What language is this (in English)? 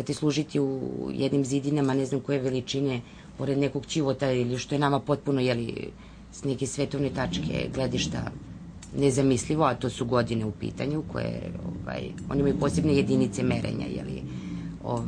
Serbian